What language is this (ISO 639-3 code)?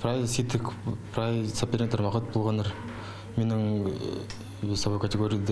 kjh